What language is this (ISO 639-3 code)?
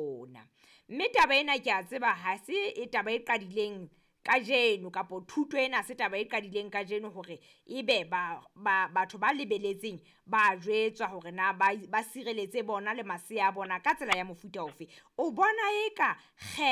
sot